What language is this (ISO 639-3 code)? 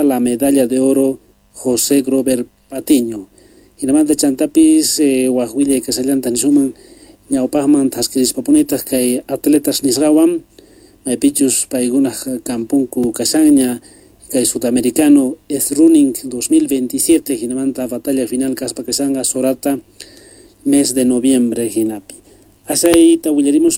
quh